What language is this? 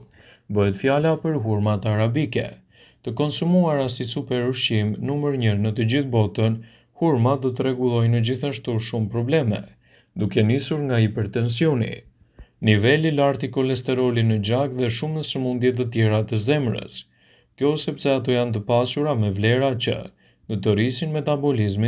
Albanian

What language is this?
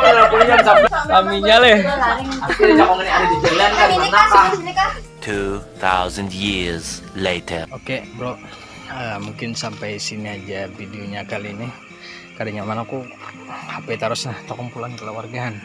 Banjar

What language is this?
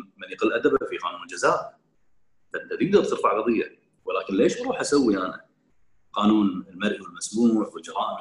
Gulf Arabic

